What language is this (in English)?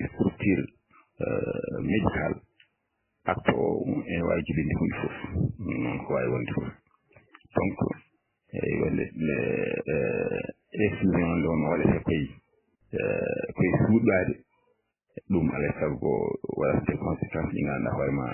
Fula